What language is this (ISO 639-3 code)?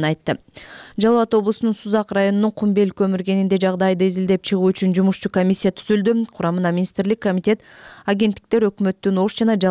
kir